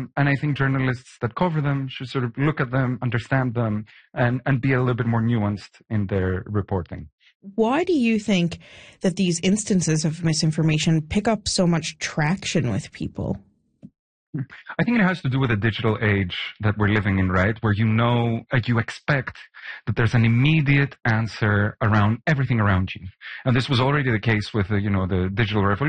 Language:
English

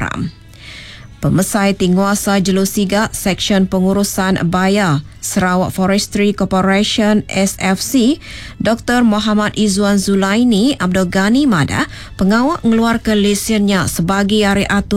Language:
Iban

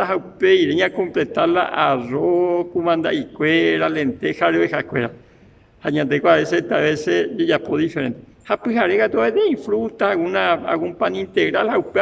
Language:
Guarani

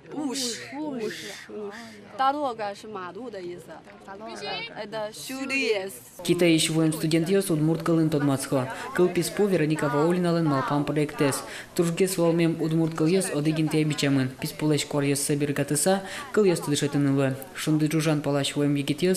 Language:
Udmurt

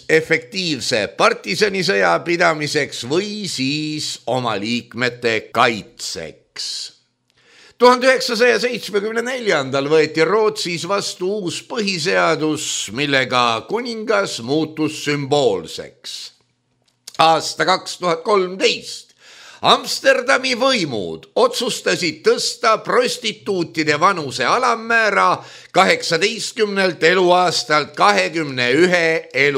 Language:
Estonian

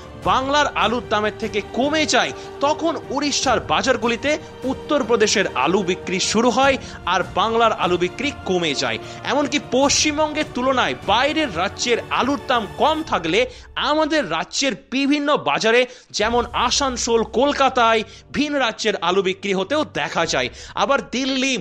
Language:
Bangla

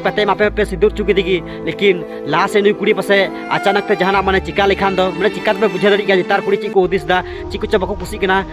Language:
Santali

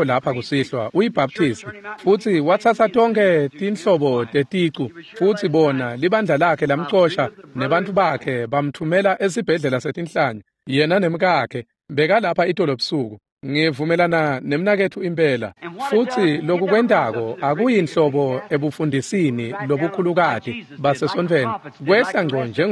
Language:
Swati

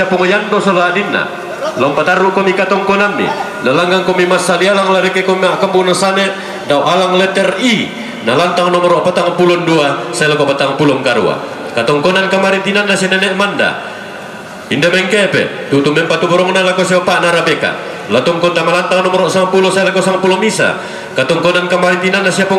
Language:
Toraja-Sa'dan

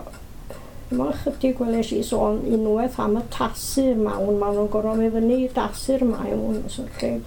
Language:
Welsh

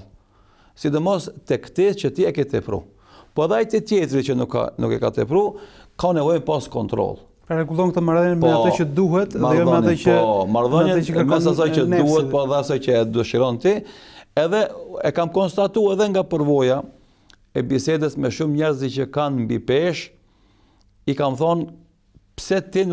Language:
Albanian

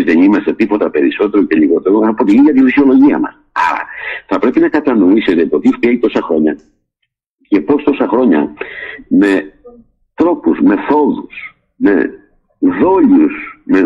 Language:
Greek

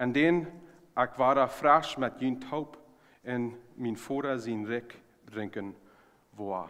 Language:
Plautdietsch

